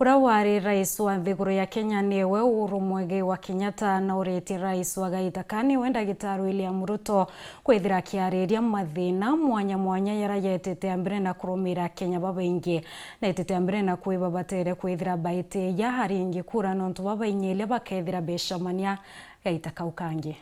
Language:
Meru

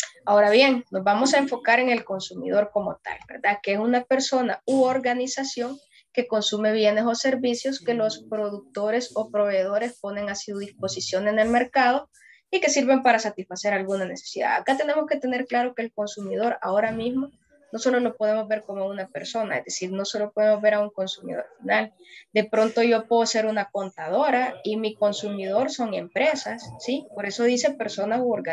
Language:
Spanish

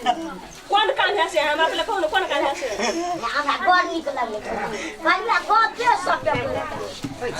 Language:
Maithili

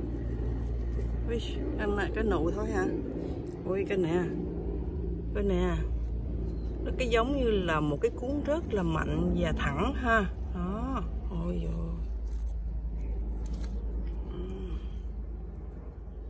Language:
Vietnamese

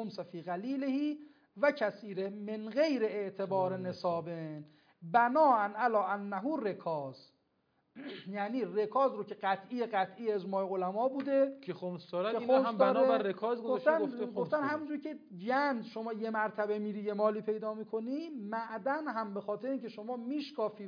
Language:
Persian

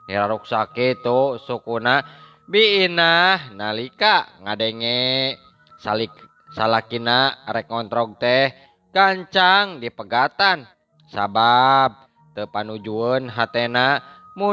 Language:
Sundanese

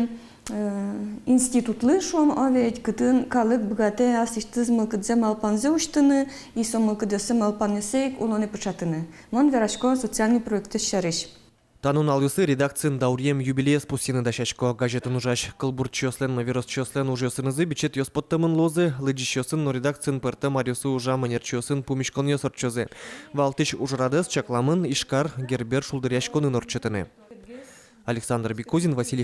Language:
Udmurt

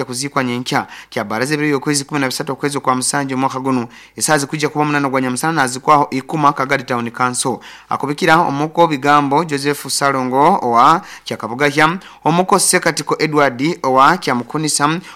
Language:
Nyoro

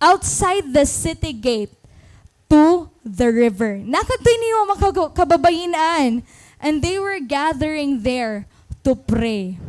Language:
Waray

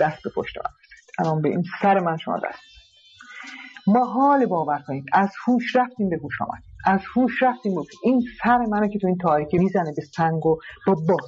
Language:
Persian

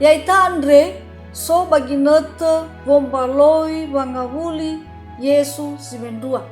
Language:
Nias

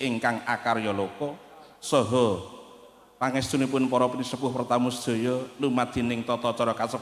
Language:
Javanese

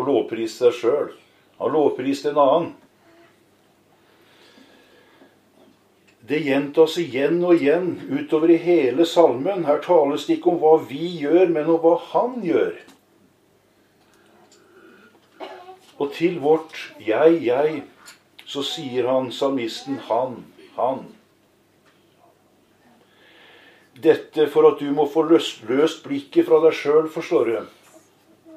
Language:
Norwegian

